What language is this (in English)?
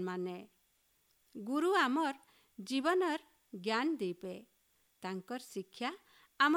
Odia